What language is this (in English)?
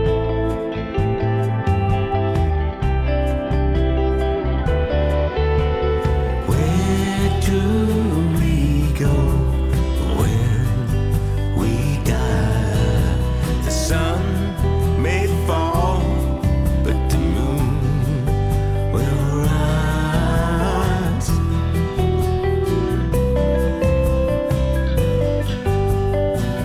English